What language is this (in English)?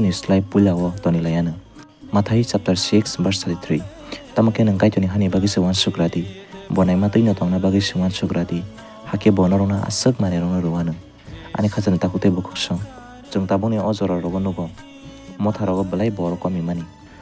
Kok Borok